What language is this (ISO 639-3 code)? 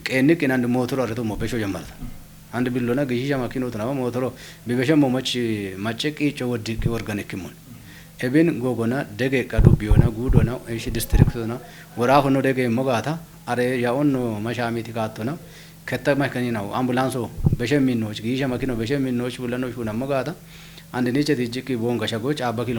kbr